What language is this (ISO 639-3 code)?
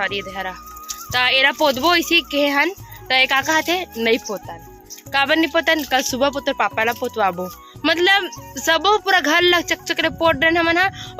hne